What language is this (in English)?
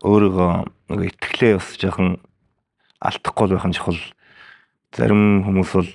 Mongolian